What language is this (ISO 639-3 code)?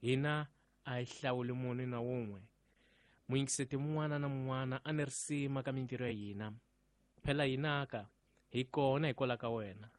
tso